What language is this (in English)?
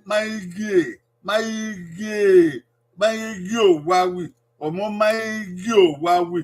Bini